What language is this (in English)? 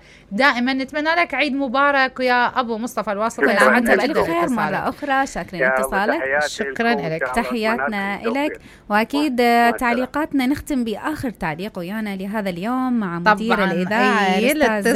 Mesopotamian Arabic